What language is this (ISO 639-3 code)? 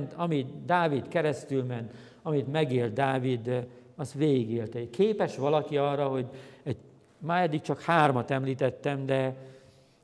hun